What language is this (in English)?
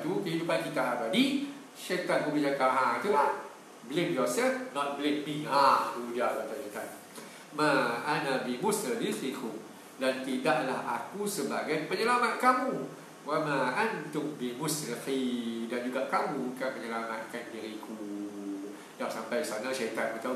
Malay